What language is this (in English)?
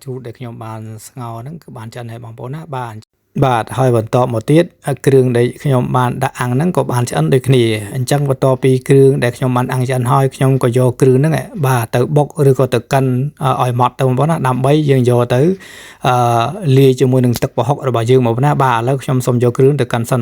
Khmer